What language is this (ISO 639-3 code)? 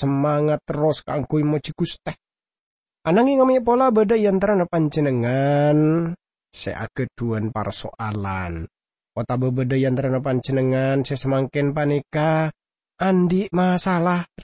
mad